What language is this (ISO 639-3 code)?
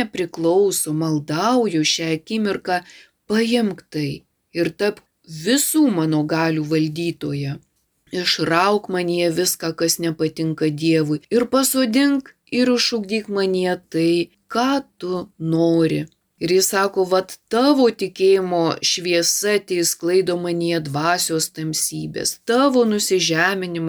lit